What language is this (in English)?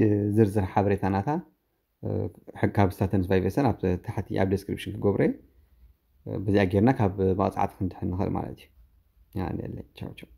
Tigrinya